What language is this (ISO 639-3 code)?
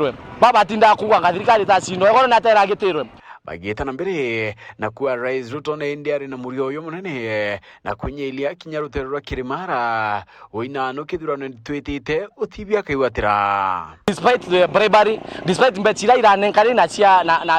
mer